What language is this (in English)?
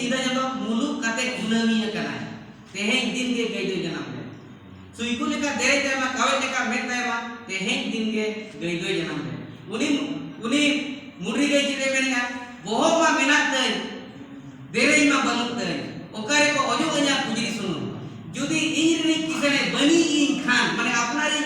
Santali